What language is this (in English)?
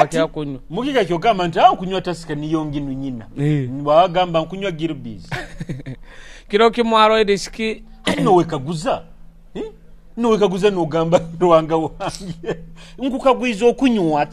Nyoro